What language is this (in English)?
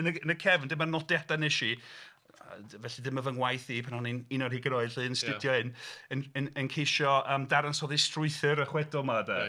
Welsh